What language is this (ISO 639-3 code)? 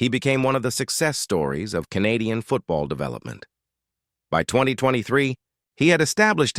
eng